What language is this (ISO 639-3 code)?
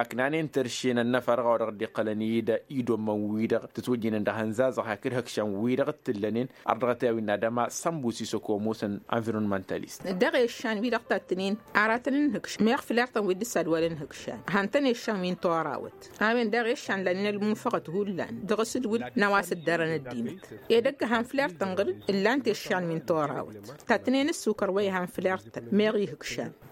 taq